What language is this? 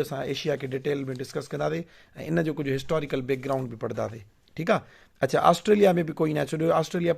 Sindhi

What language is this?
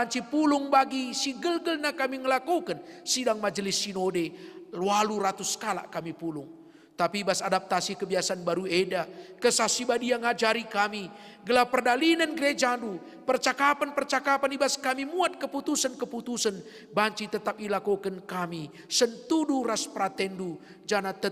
Batak Karo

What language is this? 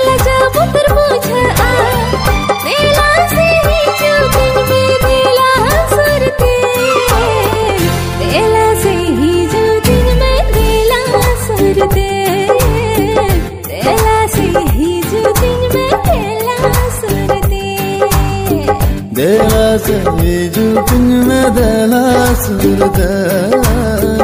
Santali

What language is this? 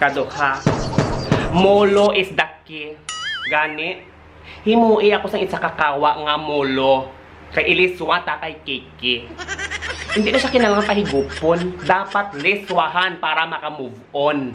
Hiligaynon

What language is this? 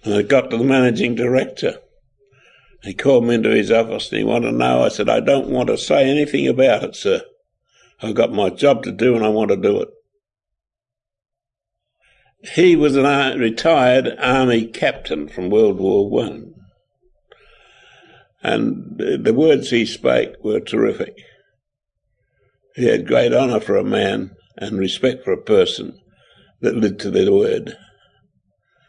English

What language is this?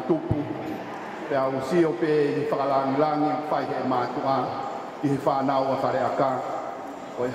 Tongan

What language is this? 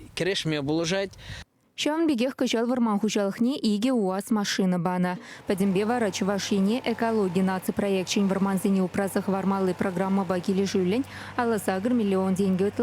Chuvash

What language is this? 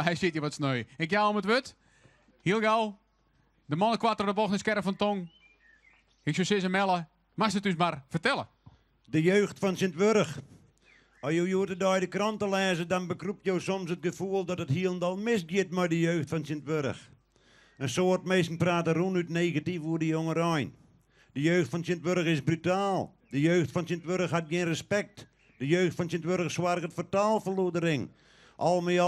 Western Frisian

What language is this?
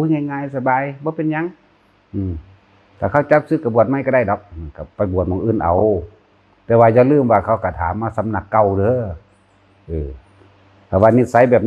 Northeastern Thai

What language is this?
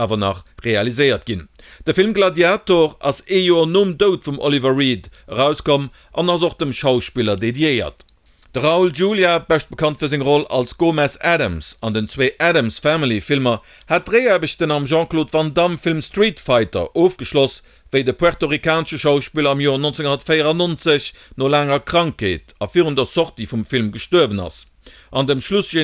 Luxembourgish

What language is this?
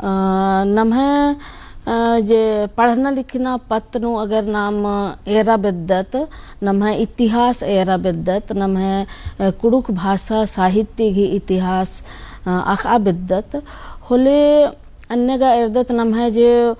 Kurukh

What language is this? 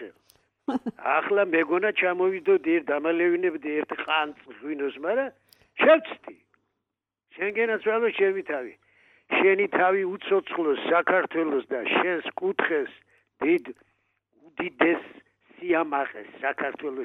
Georgian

